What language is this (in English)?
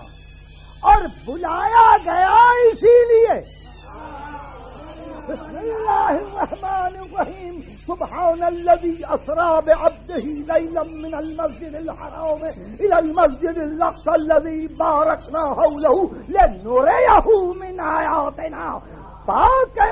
Urdu